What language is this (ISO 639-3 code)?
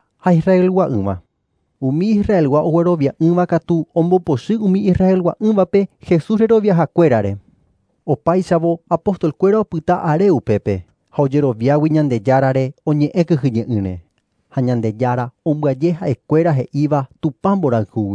grn